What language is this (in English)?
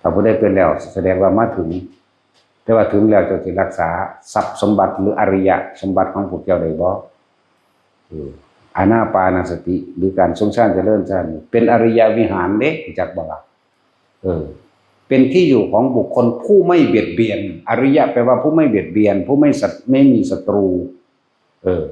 Northeastern Thai